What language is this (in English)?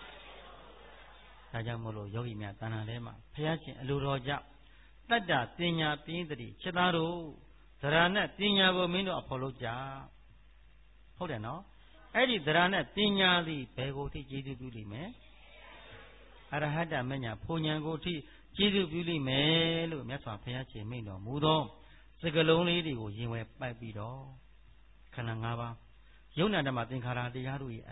Burmese